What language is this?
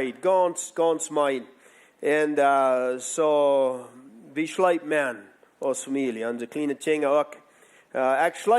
Plautdietsch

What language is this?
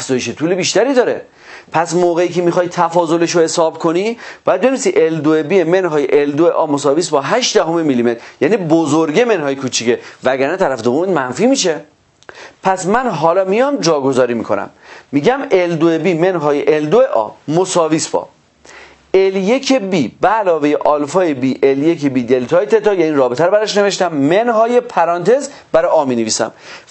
Persian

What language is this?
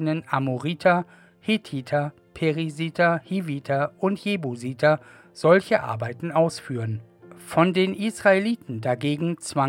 German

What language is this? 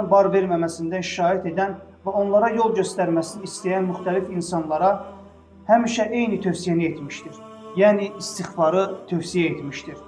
Azerbaijani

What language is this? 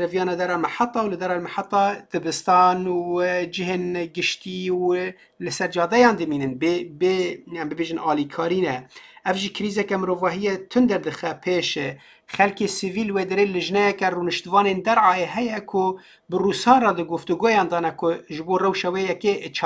Kurdish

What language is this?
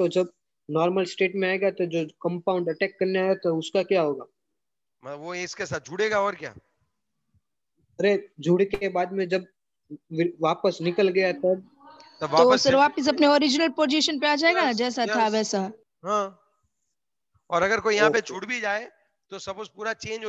Hindi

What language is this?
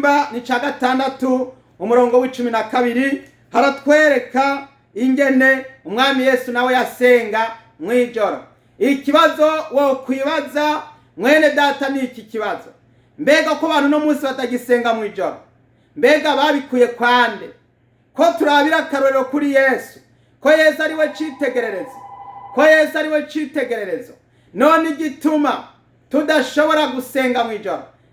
Rundi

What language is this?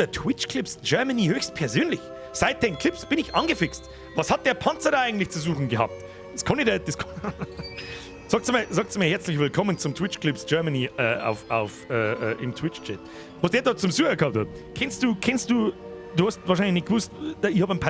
Bavarian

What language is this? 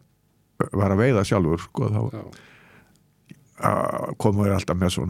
Icelandic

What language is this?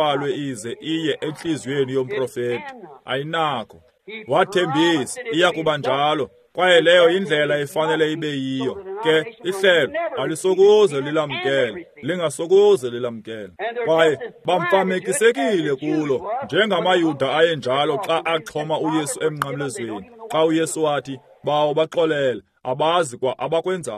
Xhosa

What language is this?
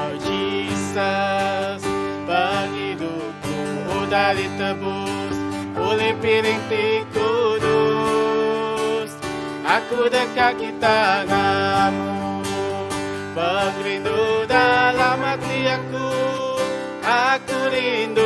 Iban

